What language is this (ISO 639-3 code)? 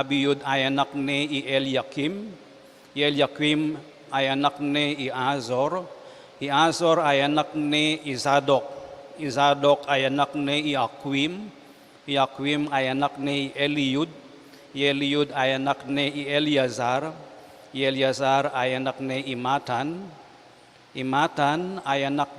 pam